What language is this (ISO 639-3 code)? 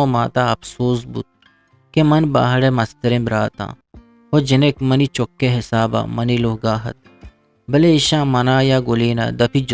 bgp